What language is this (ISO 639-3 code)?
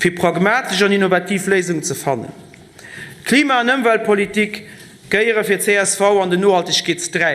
ltz